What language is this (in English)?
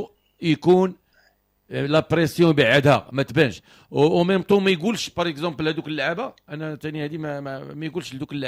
Moroccan Arabic